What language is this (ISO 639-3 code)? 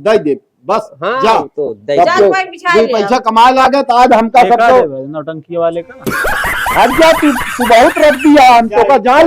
awa